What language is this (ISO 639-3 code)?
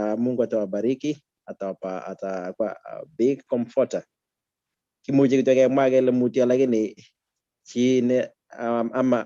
kln